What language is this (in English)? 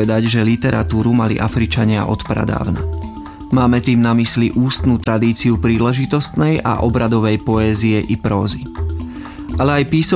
Slovak